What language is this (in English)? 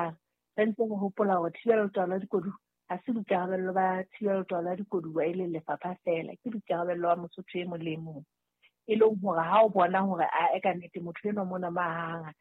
Southern Sotho